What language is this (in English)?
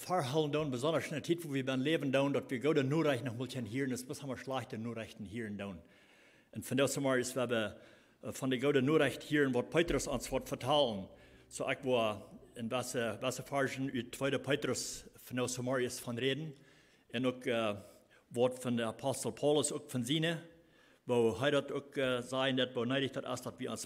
Plautdietsch